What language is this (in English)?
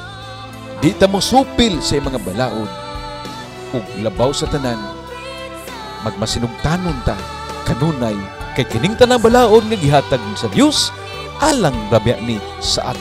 Cebuano